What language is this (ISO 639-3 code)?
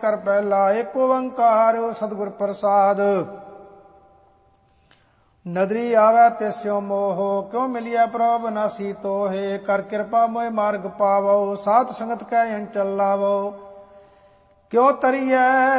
pan